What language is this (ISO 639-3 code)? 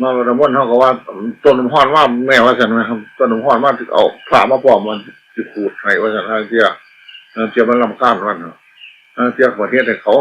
tts